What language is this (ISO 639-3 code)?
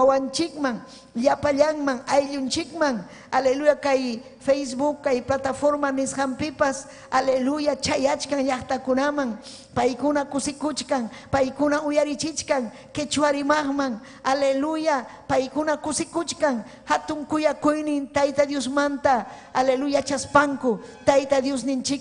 quy